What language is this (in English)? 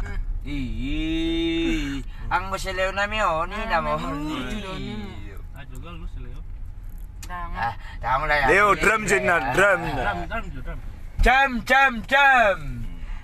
Batak Toba